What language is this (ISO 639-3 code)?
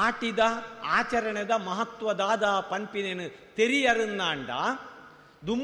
tcy